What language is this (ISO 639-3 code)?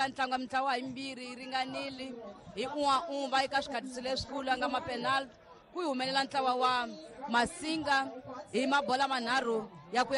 tso